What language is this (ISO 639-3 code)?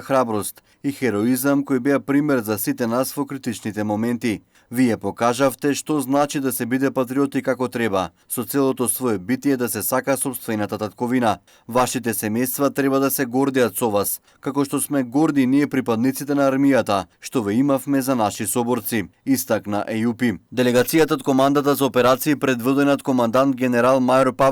mkd